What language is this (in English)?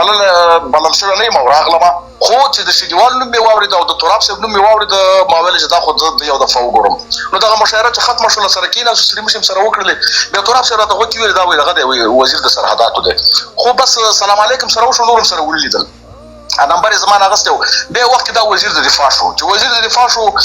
Pashto